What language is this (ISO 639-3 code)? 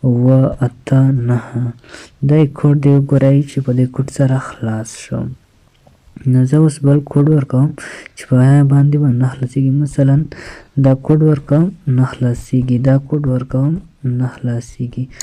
pus